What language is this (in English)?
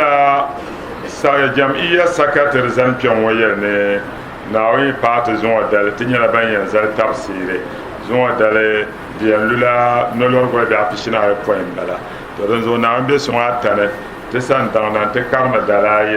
Dagbani